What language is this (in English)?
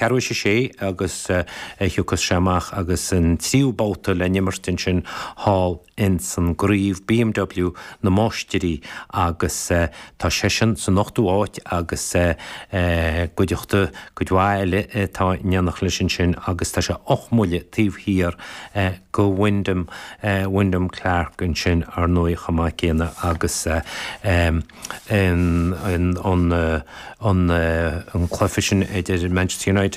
Irish